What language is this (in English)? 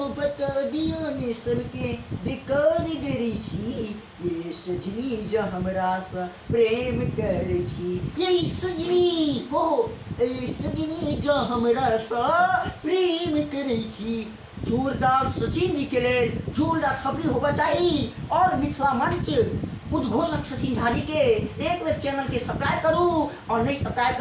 Maithili